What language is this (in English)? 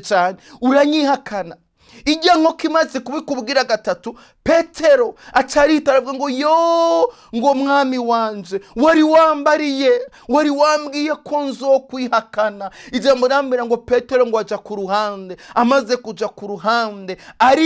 Rundi